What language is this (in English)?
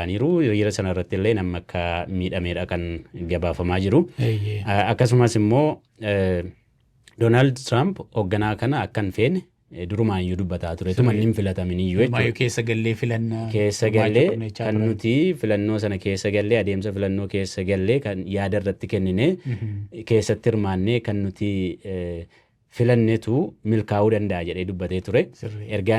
Oromo